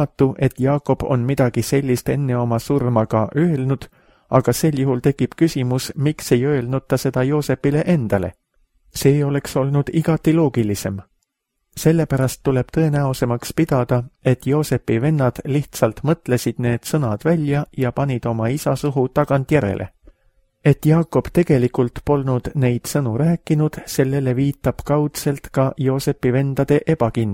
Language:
Estonian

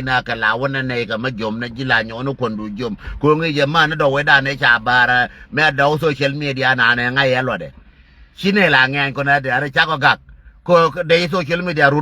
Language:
Nuer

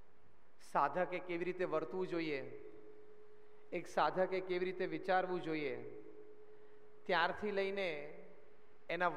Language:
Gujarati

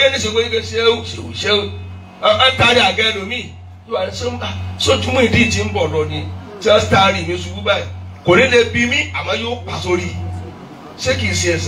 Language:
Yoruba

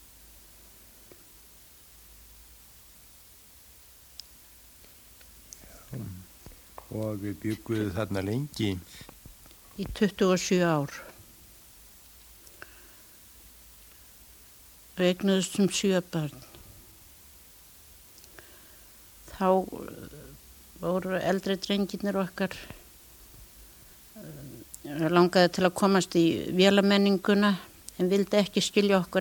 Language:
Icelandic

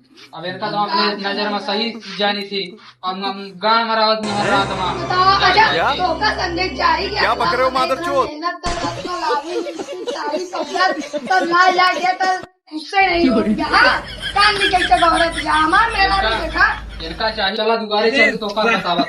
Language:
Awadhi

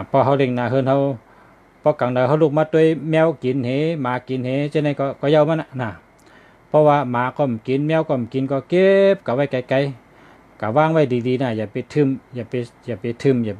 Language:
Shan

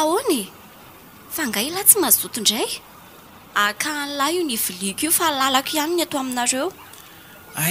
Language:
Malagasy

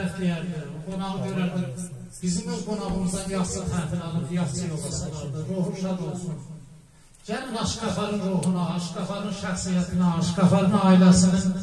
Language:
South Azerbaijani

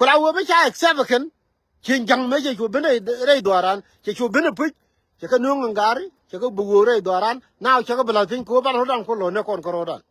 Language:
Nuer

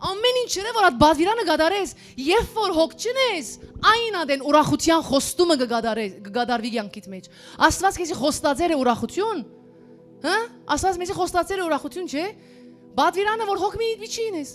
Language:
Western Armenian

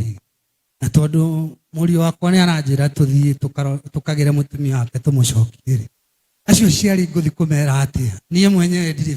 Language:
Kikuyu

